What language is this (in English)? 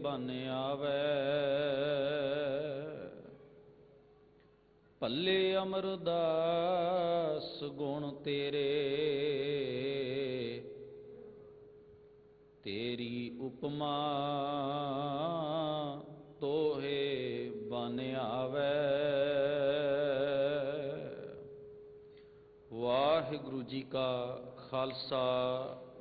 Punjabi